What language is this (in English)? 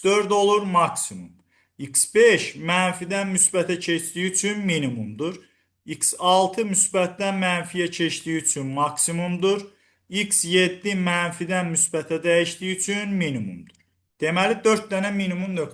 Azerbaijani